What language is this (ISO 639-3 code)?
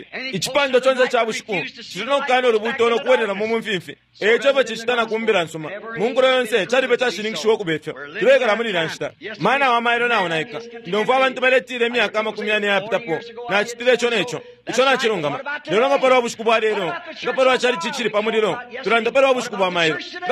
bem